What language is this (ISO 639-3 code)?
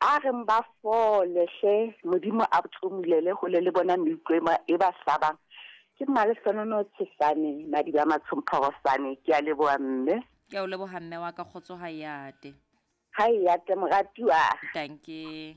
sot